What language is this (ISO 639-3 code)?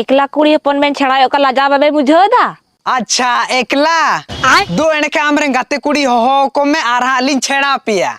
sat